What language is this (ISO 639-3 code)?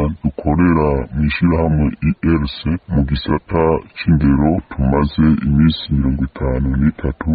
run